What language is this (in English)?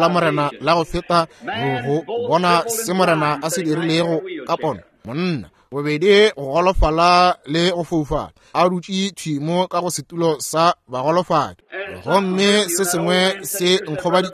Northern Sotho